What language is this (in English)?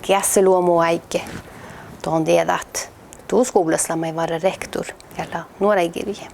Northern Sami